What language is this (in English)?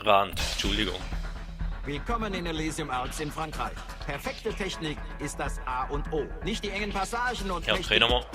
Swiss German